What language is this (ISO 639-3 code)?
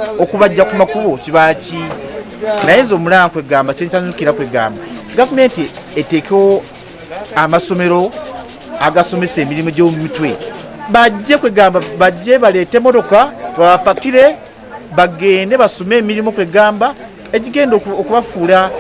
lug